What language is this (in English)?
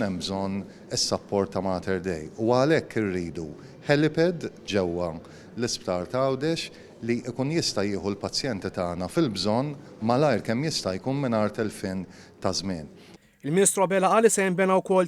Maltese